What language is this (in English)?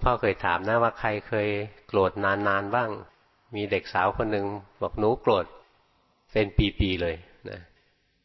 Thai